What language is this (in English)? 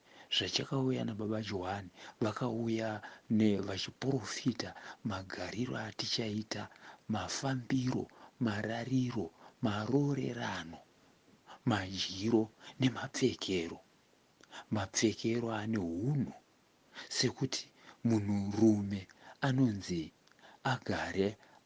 Shona